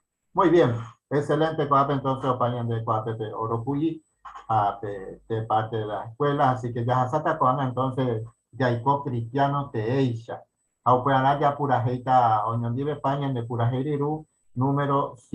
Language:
Guarani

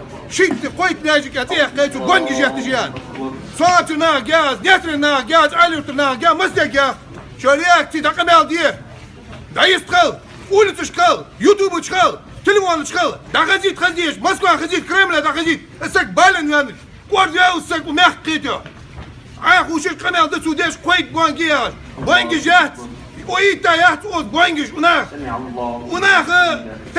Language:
Chechen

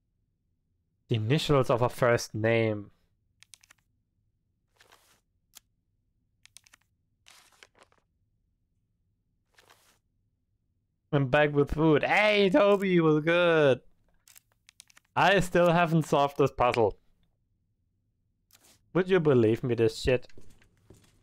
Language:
English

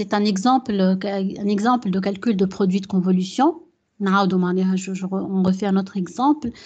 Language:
French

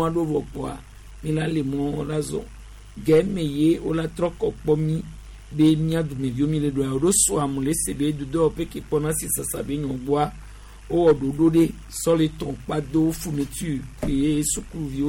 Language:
Gen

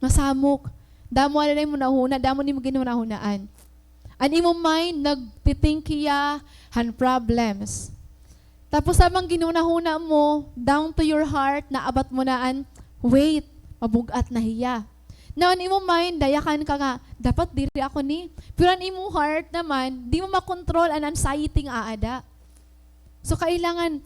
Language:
Waray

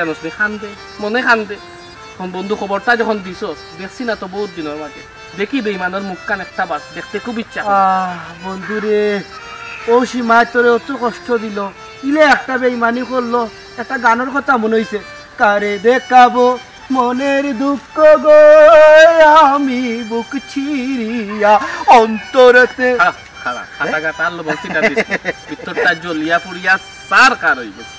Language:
Sylheti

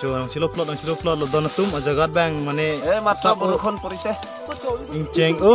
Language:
Karbi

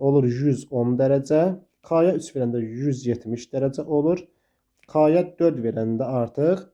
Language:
Azerbaijani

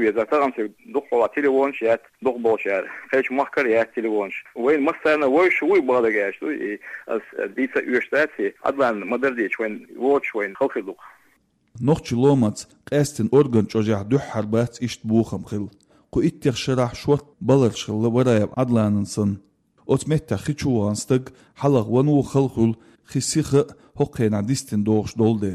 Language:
Chechen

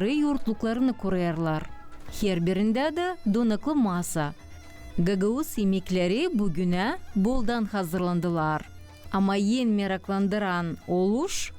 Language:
Gagauz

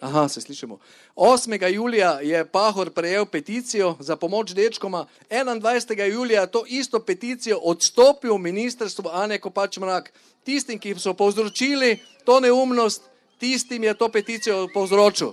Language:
Slovenian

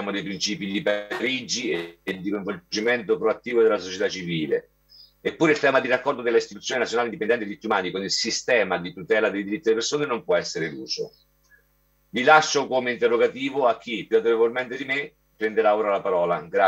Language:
Italian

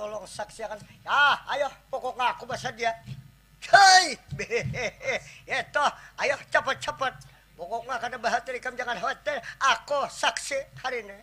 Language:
Banjar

